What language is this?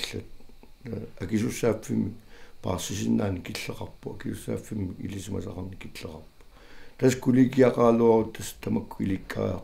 Kalaallisut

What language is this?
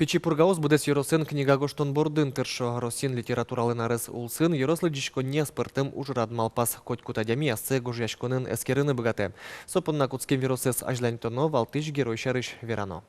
Udmurt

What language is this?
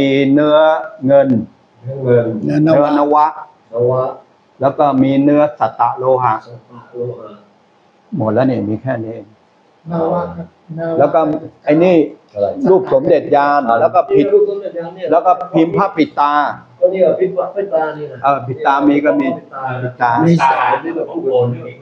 Thai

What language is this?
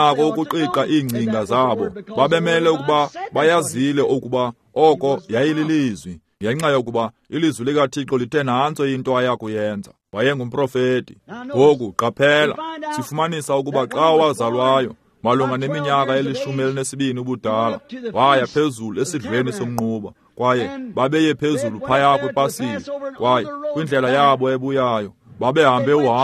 Xhosa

